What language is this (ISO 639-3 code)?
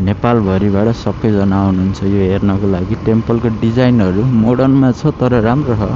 nep